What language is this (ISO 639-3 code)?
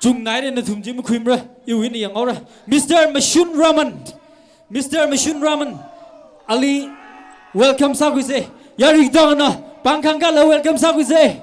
nmf